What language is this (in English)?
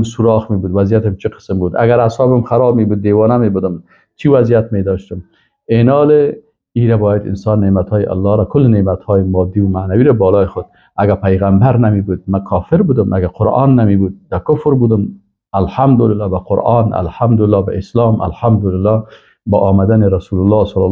Persian